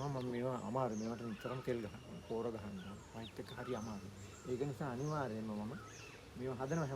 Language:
Sinhala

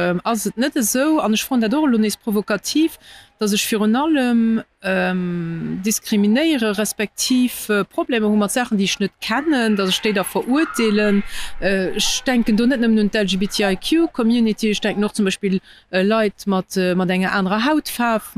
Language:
Luxembourgish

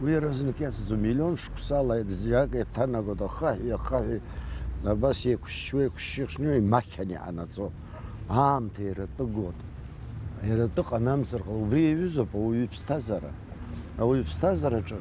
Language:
Abkhazian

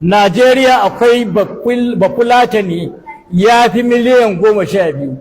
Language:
Hausa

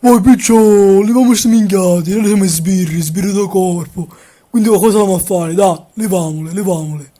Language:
Sicilian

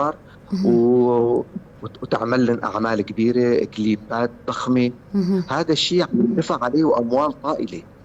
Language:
North Levantine Arabic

